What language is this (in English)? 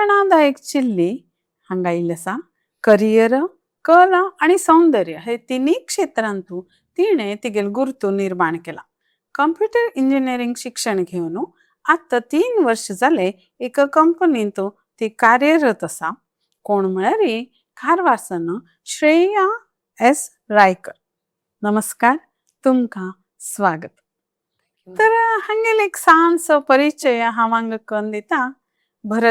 Konkani